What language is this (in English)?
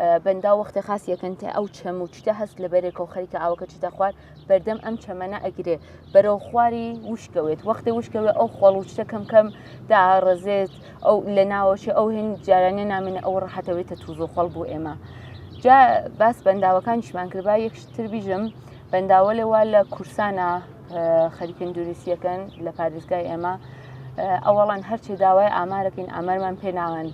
Central Kurdish